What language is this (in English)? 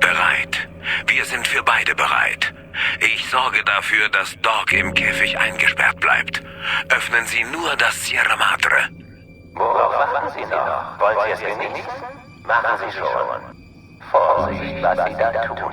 Bavarian